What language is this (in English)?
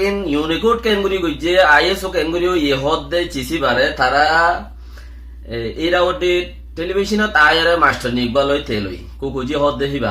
Rohingya